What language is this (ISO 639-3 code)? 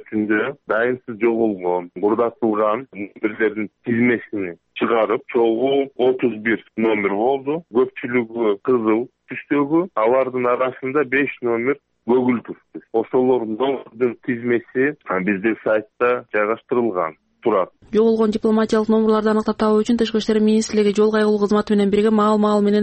kir